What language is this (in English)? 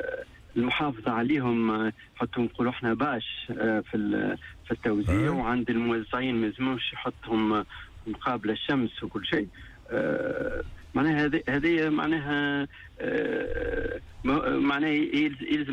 Tunisian Arabic